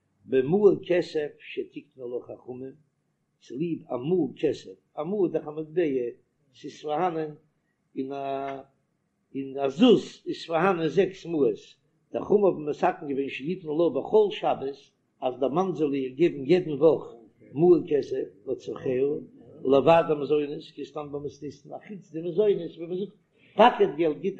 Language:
Yiddish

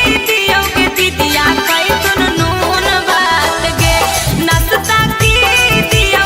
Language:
Magahi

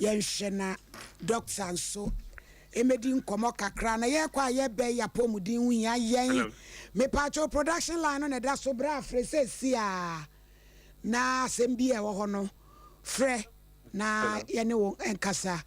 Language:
Akan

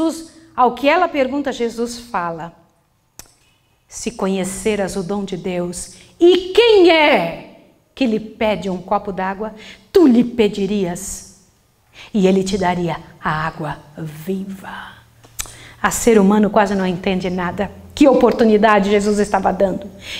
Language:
Portuguese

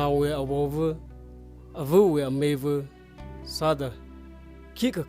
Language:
Tangkhul Naga (India)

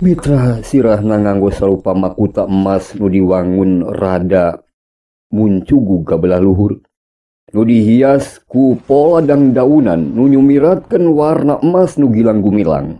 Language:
Sundanese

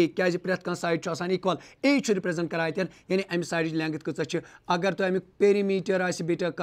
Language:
Kashmiri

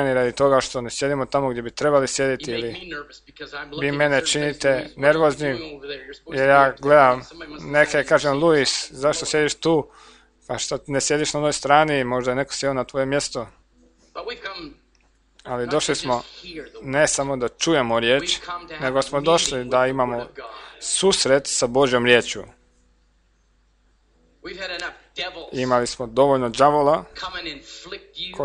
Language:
Croatian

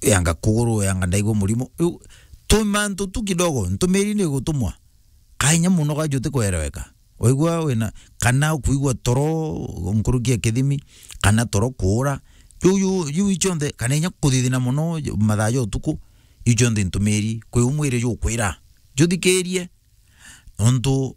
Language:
Meru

